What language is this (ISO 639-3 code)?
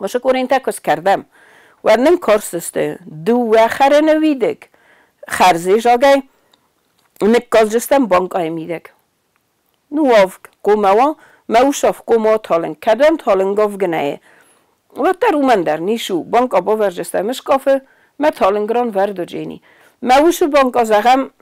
oss